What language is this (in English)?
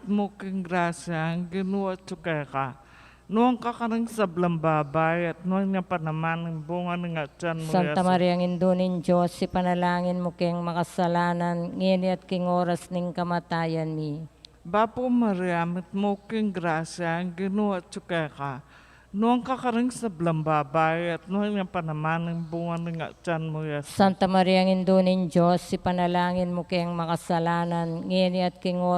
Pampanga